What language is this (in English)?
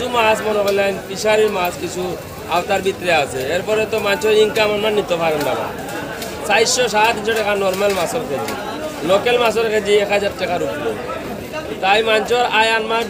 Sylheti